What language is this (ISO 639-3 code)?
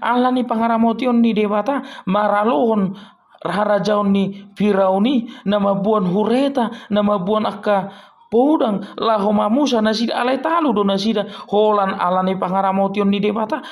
bbc